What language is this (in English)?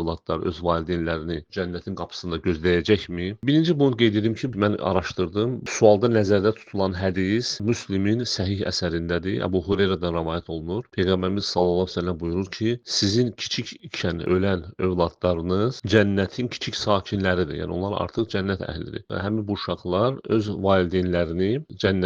Azerbaijani